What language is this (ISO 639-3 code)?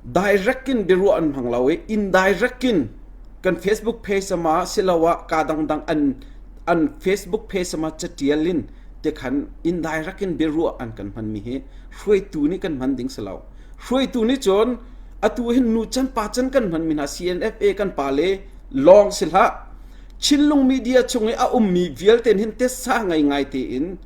cnh